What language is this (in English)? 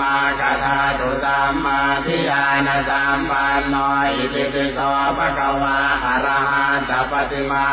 Pali